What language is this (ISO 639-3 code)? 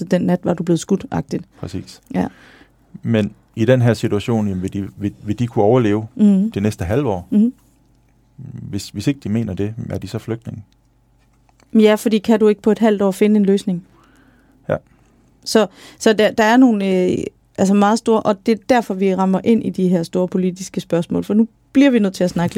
dan